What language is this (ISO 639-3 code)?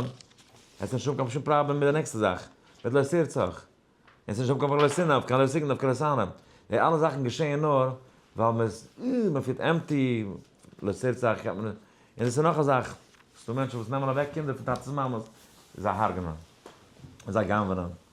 yid